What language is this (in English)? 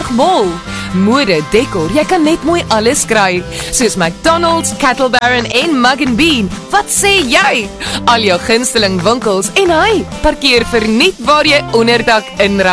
Afrikaans